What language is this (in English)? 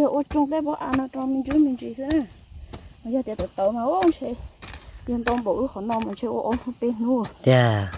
Hmong